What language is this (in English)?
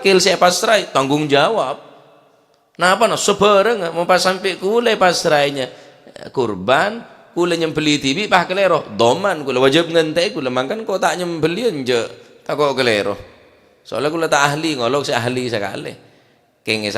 Madurese